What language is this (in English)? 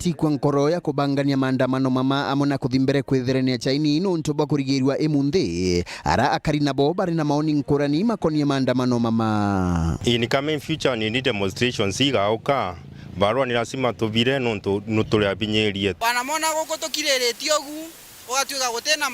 Meru